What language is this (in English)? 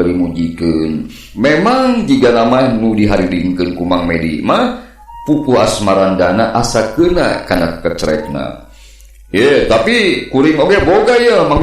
Sundanese